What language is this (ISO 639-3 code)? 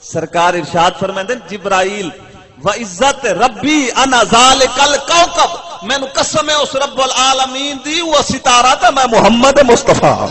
skr